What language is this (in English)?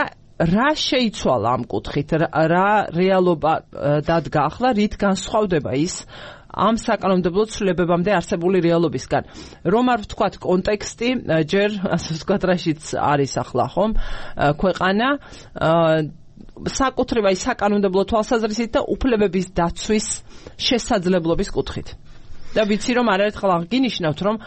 Georgian